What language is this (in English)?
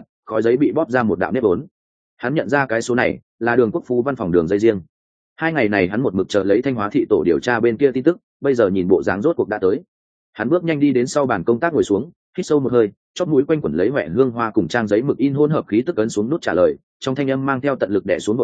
Vietnamese